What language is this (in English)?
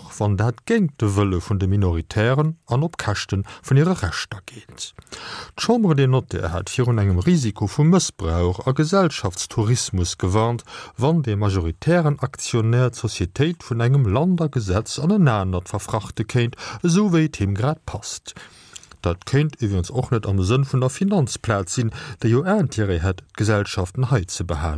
Luxembourgish